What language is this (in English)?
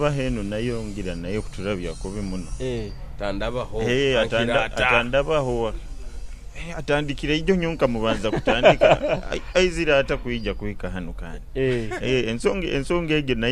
Nyoro